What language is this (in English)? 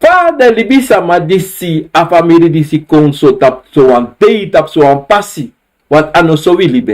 Sranan Tongo